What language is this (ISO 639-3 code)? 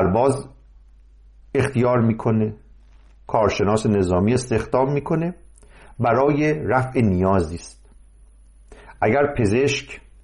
fas